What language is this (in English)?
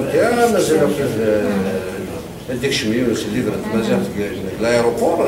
Kabyle